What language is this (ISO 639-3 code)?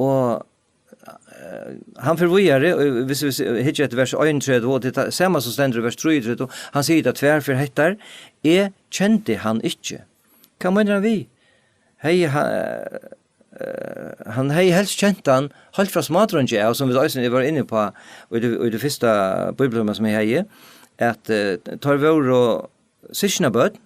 fao